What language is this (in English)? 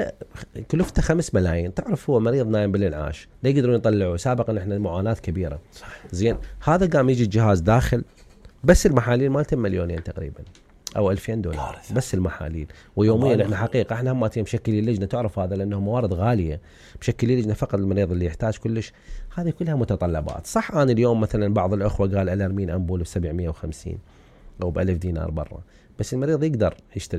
Mesopotamian Arabic